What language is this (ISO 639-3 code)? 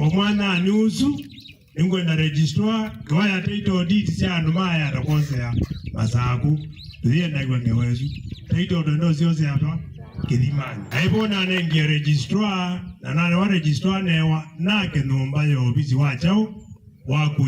kam